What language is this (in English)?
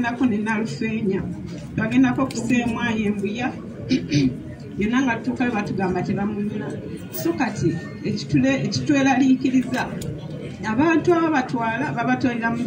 Ganda